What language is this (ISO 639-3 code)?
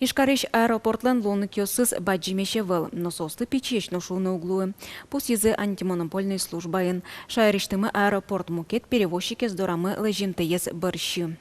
udm